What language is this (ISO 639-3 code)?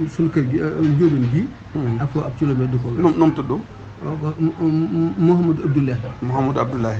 wol